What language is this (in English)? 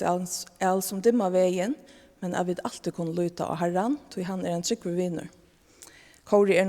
Faroese